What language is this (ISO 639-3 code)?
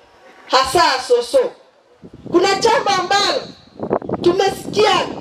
guz